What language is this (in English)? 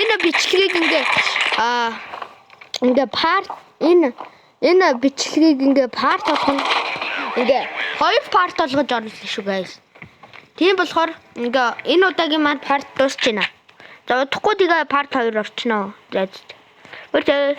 Mongolian